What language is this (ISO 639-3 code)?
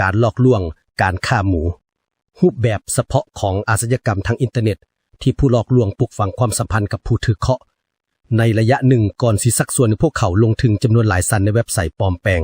lao